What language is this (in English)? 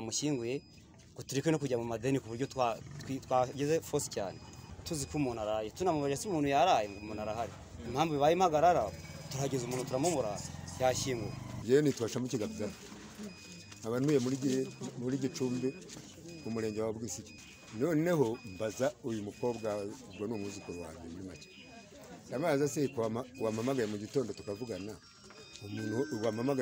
Kinyarwanda